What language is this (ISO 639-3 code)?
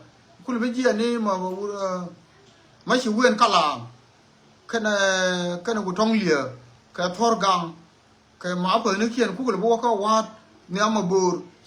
nus